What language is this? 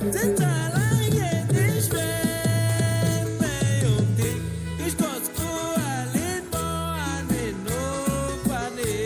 Chuj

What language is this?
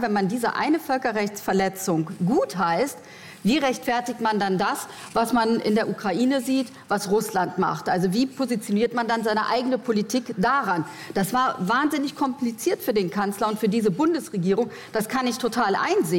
German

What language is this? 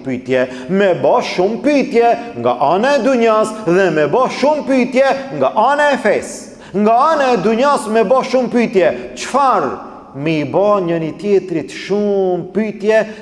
Albanian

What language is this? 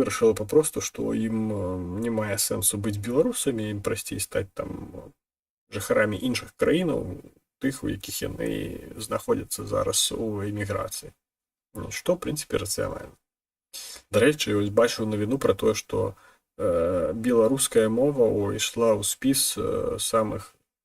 Belarusian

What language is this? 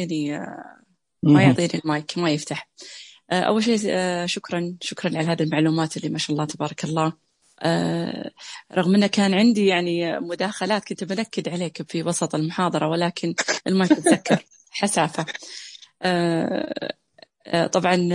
Najdi Arabic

